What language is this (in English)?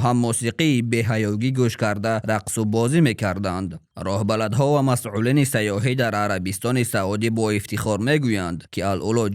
Tajik